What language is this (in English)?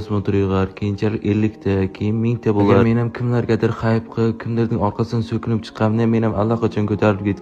Uzbek